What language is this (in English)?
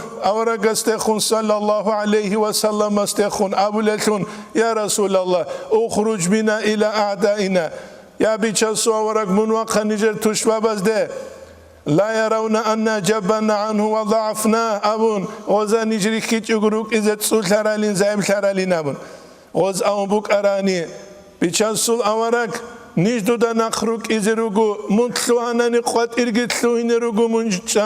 Avaric